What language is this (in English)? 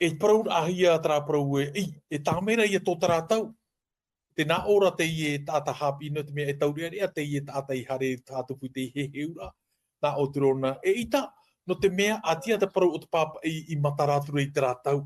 Tahitian